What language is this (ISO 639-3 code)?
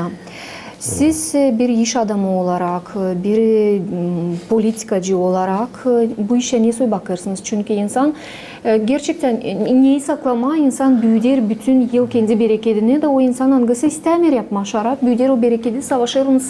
gag